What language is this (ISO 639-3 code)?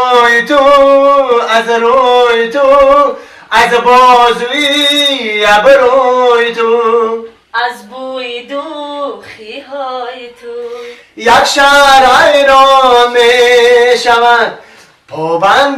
tgk